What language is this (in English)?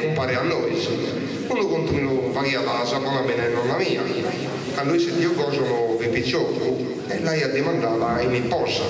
Sardinian